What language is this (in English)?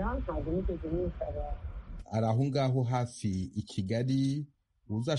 Kinyarwanda